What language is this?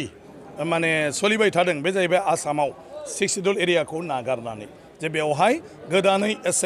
Bodo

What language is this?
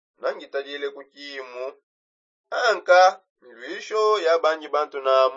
Songe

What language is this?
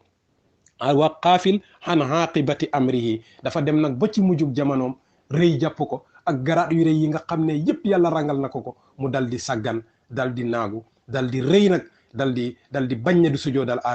Wolof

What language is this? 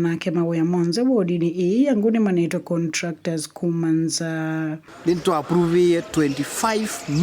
Kamba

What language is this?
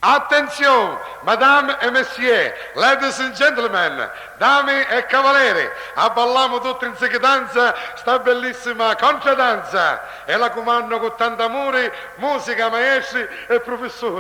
Sicilian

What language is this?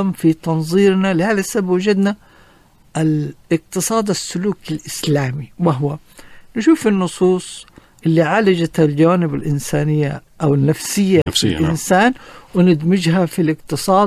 Najdi Arabic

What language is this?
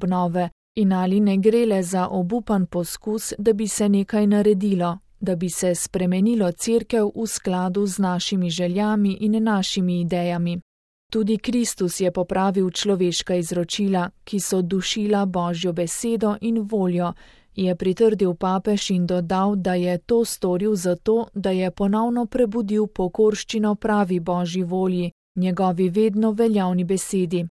Slovenian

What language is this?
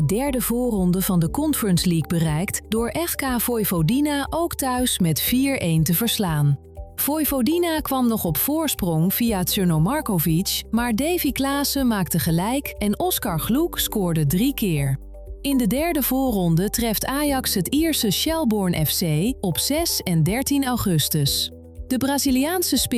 Dutch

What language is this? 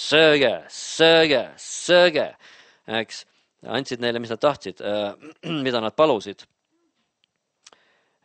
Estonian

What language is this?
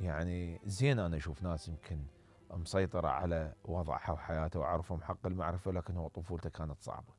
Mesopotamian Arabic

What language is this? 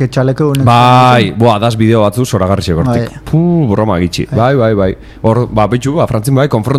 Basque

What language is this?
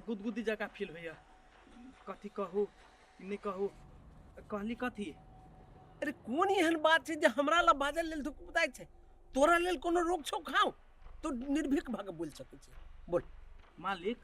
Maithili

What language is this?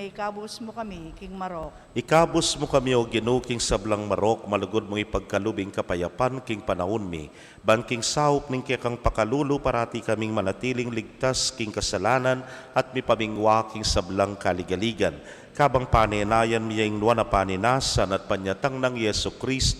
Pampanga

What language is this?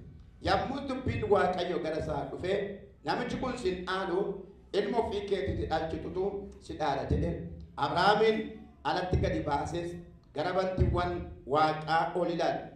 Oromo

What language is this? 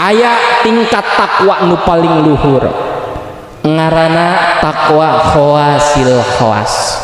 Sundanese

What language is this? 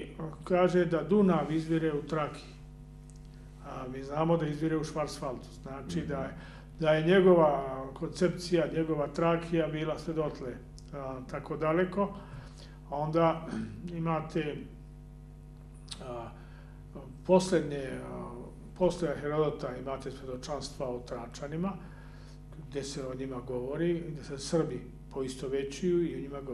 Serbian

